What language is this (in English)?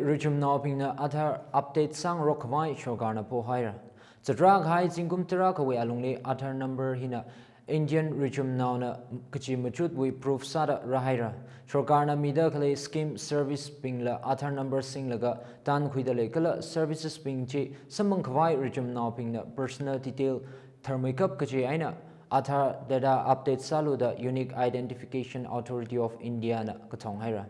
Tangkhul Naga (India)